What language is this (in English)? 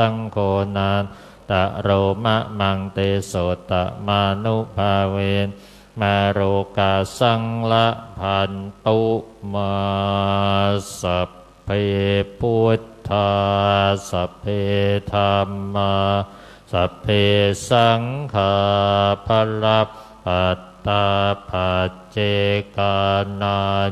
Pali